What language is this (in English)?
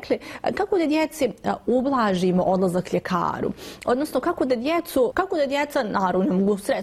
Bosnian